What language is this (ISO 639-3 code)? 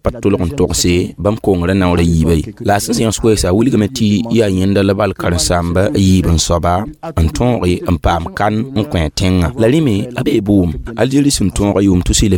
mos